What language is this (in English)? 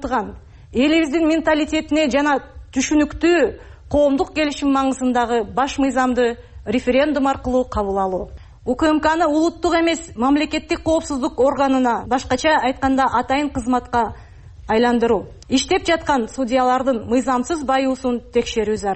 Kyrgyz